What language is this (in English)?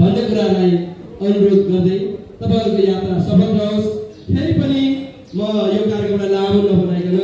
Nepali